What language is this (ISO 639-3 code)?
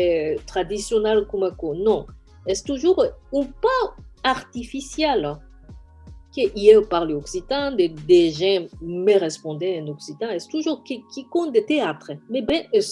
oci